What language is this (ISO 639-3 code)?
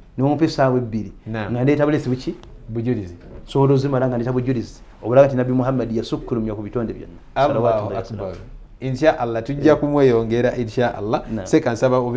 lug